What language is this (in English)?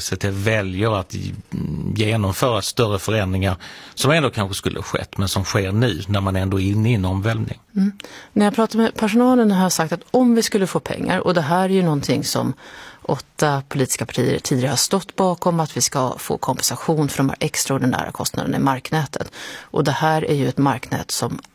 Swedish